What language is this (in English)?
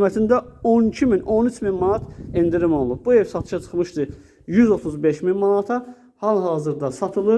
Azerbaijani